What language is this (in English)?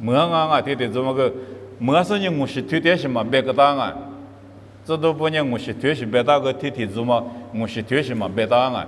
Lisu